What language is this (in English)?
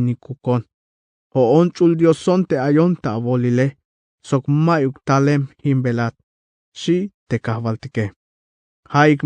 Tzeltal